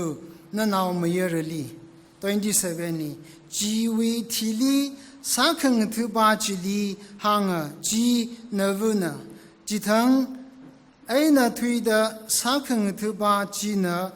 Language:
Tangkhul Naga (India)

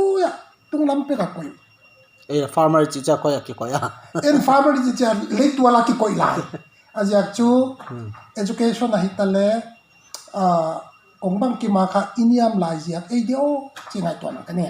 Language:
Paite Chin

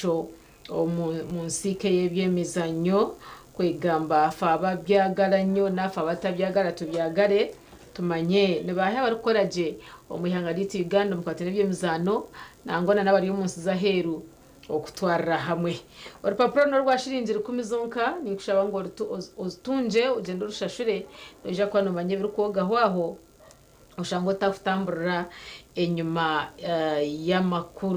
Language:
Nyankole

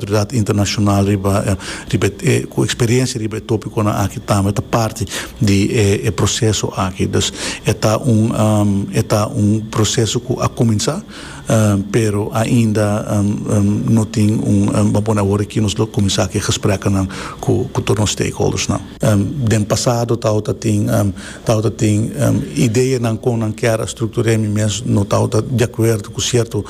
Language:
Papiamento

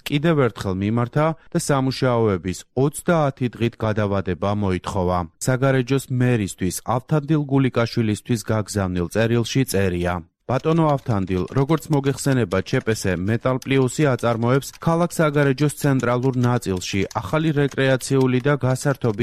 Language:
Georgian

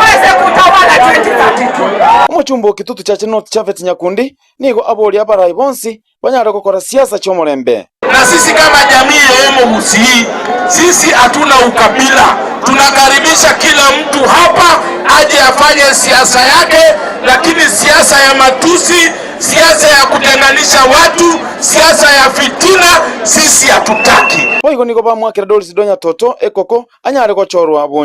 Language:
Gusii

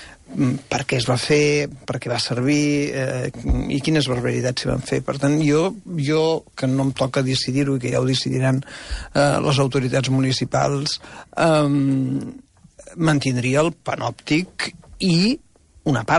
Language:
Catalan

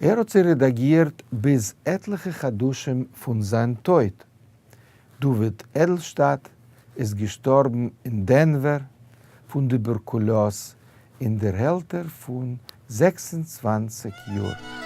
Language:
Yiddish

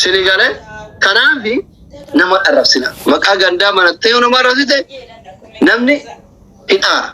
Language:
Oromo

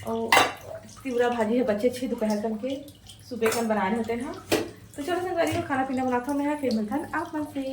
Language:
Chhattisgarhi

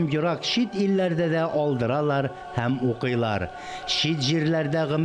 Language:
Tatar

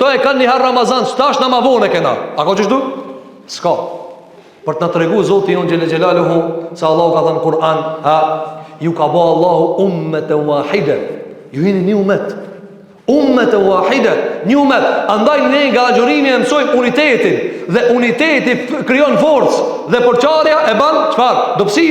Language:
Albanian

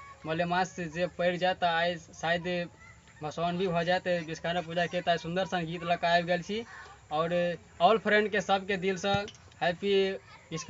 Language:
Maithili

